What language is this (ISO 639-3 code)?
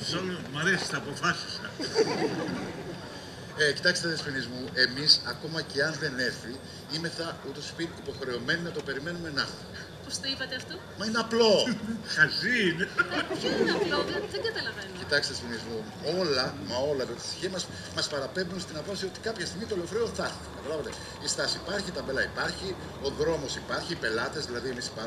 ell